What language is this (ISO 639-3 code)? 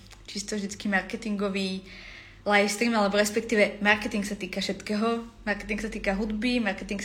slk